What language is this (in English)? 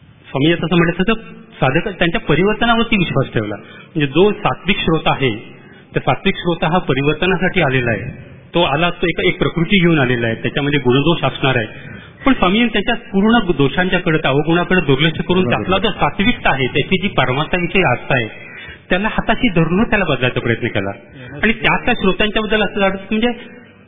Marathi